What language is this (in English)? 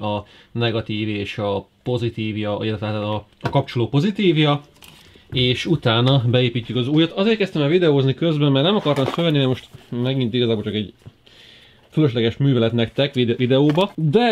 Hungarian